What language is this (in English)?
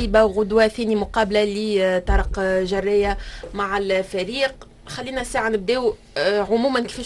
Tunisian Arabic